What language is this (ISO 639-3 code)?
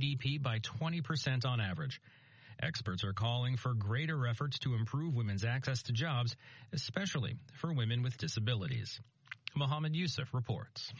eng